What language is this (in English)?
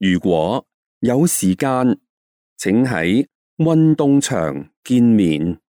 Cantonese